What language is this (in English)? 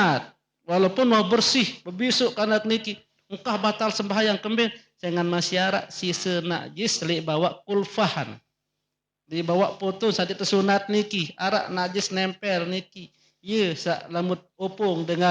Sasak